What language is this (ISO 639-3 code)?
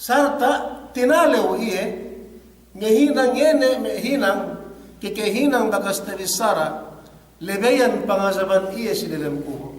yka